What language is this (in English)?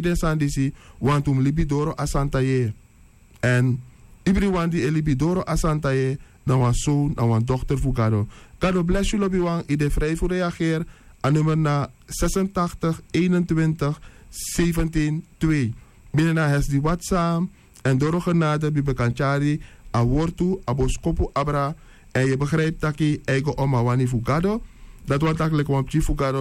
Sranan Tongo